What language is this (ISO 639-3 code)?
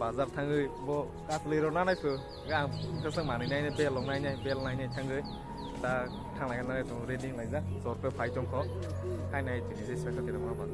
trp